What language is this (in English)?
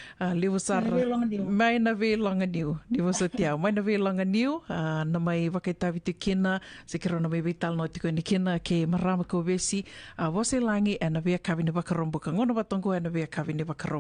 Fijian